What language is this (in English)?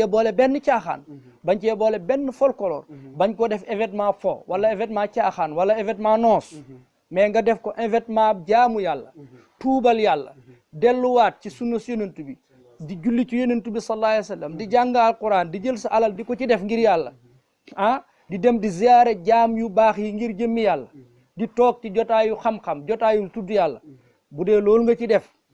Wolof